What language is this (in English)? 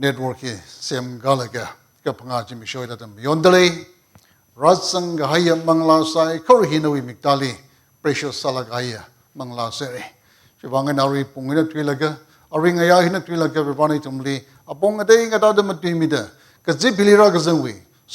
Tangkhul Naga (India)